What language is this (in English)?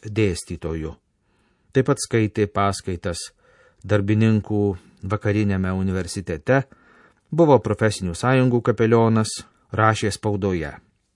Lithuanian